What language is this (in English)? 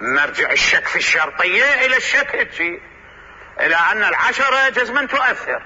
Mesopotamian Arabic